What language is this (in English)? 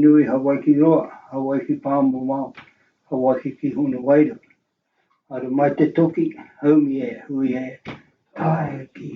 Māori